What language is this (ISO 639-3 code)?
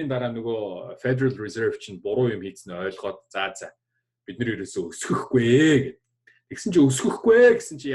mon